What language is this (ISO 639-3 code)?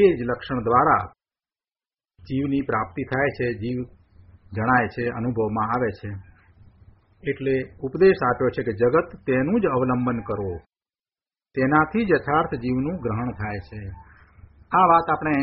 guj